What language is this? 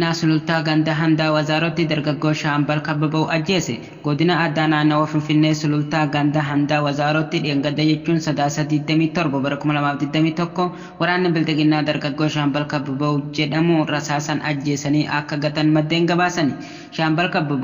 Oromo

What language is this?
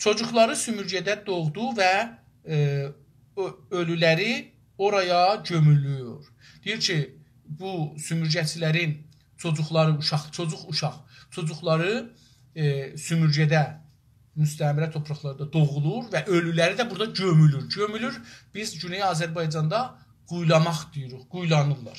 South Azerbaijani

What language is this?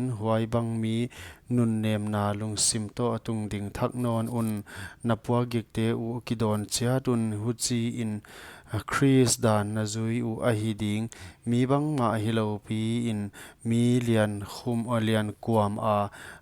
Paite Chin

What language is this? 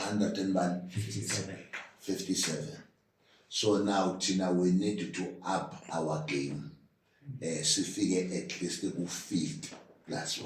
Zulu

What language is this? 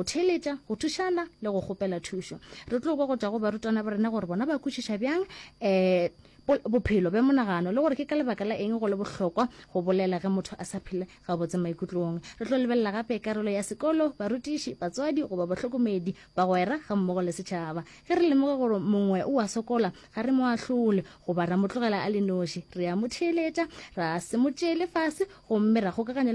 Northern Sotho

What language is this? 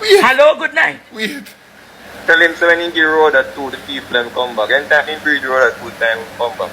Jamaican Creole English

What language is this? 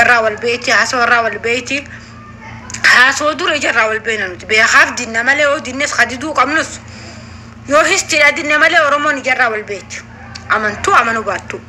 Oromo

